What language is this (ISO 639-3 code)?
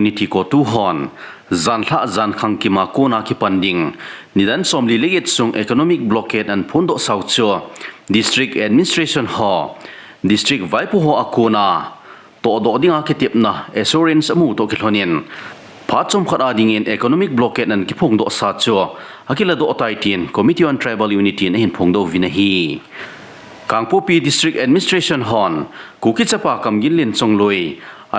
tcz